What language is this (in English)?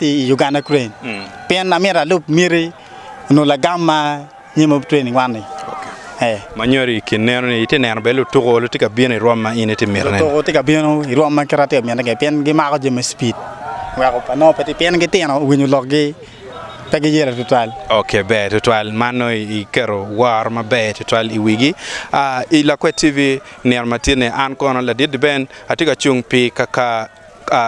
Acoli